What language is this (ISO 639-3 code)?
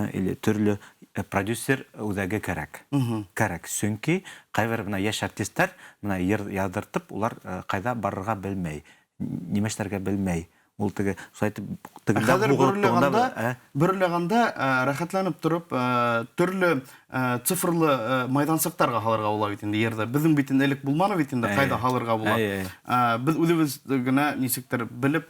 bak